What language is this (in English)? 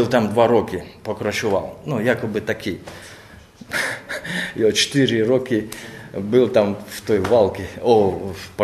Czech